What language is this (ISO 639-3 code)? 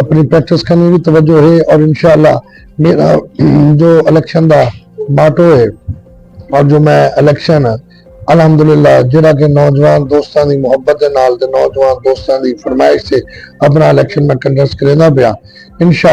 skr